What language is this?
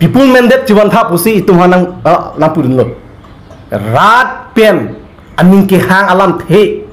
Karbi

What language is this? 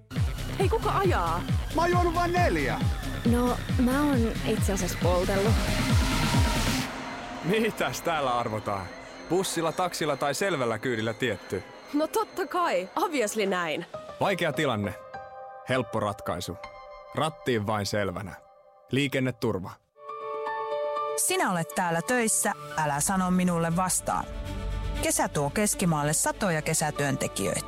Finnish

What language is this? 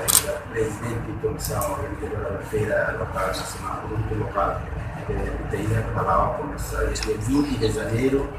Tetum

